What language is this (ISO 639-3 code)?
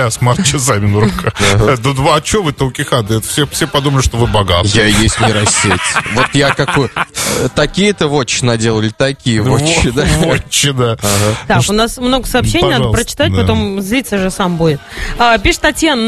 rus